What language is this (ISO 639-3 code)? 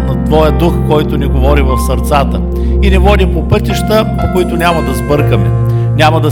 bul